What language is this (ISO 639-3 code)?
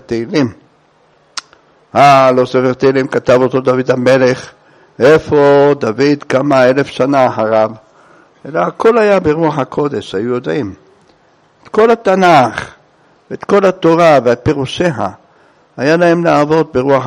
heb